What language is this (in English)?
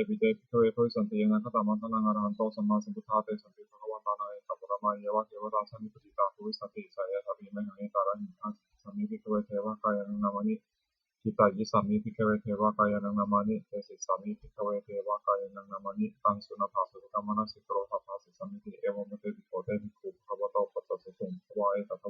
Pali